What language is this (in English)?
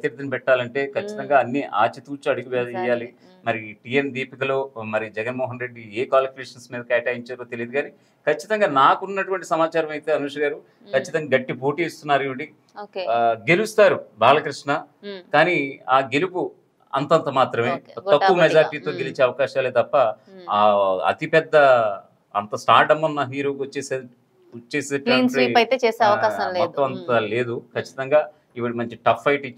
Telugu